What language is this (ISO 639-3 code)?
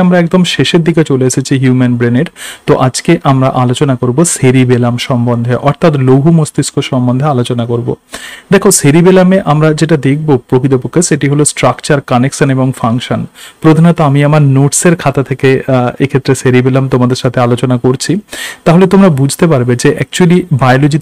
ben